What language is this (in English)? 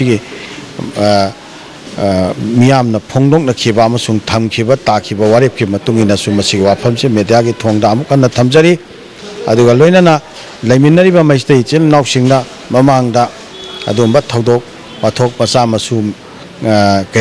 Manipuri